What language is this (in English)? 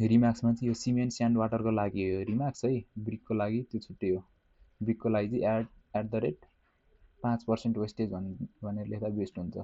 Nepali